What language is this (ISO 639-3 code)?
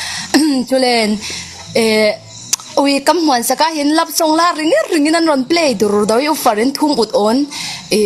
cfm